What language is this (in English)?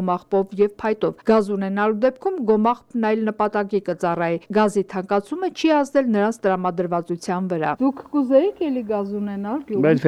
Armenian